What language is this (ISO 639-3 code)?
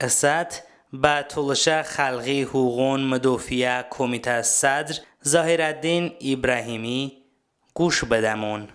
tly